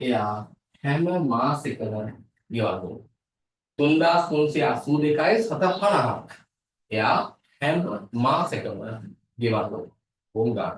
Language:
Sinhala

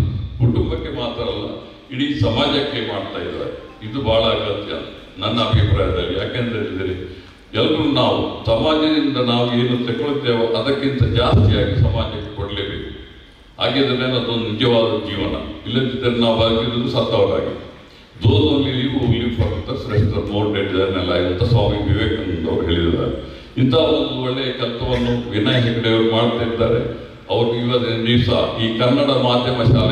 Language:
Kannada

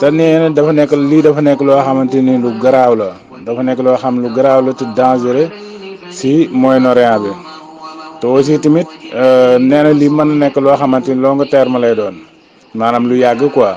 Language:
Wolof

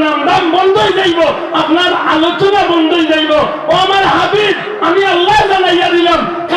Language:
Sylheti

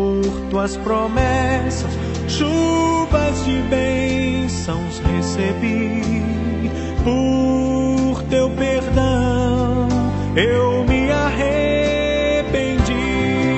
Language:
Portuguese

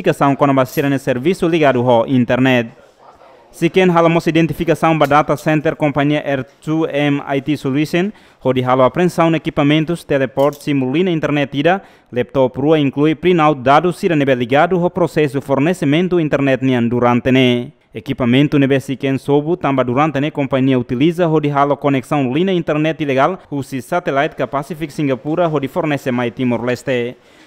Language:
Tetum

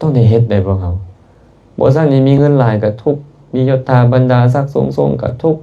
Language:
Lao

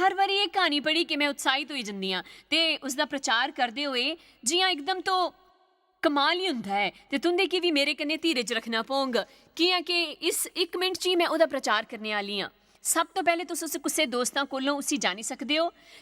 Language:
Dogri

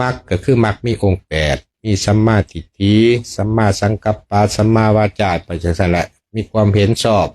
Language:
Lao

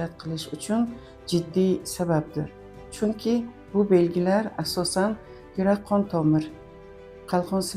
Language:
Uzbek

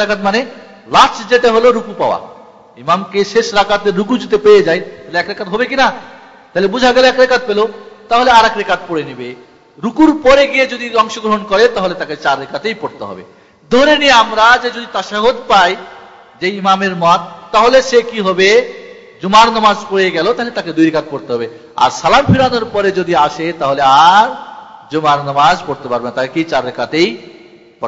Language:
Bangla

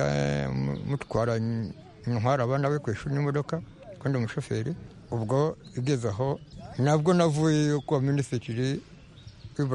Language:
Kinyarwanda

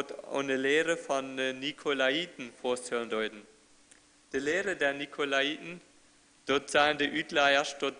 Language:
Plautdietsch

